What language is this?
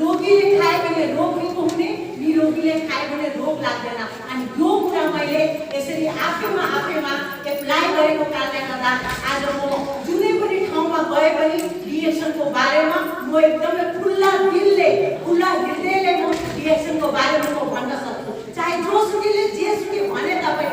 Nepali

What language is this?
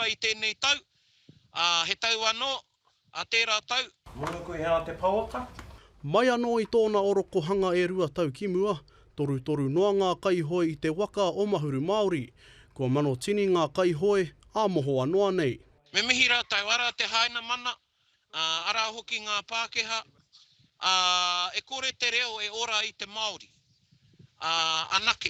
Māori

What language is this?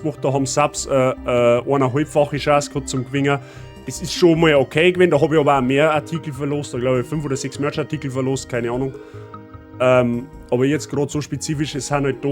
Bavarian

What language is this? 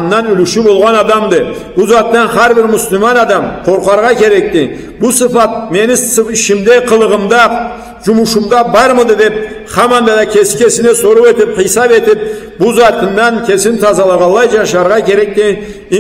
Karachay-Balkar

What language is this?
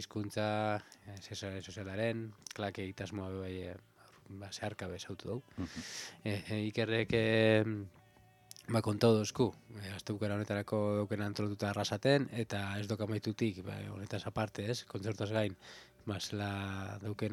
Basque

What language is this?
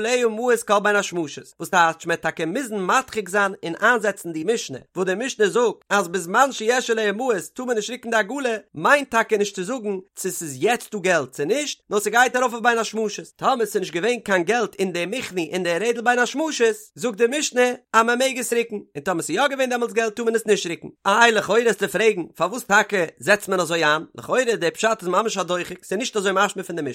Yiddish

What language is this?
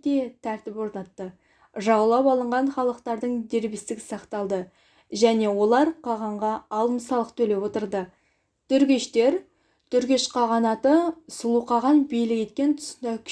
Kazakh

